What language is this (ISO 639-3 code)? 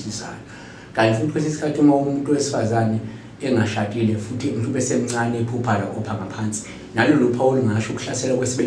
zul